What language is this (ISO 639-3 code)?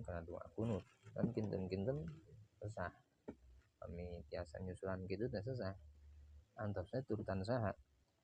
sun